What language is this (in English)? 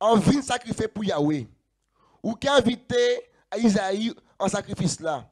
Guadeloupean Creole French